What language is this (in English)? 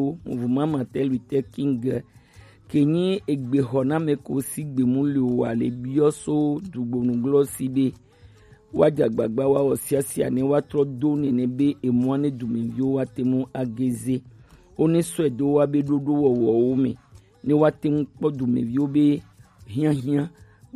Gen